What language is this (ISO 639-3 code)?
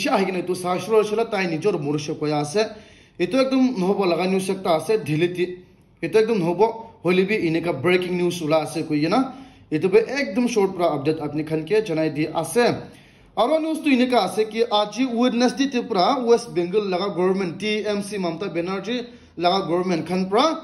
nag